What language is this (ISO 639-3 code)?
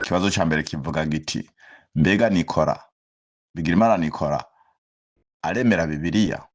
run